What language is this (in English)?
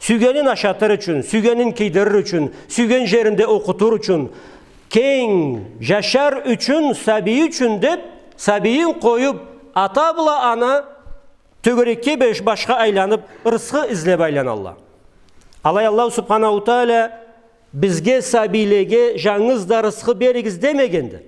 Karachay-Balkar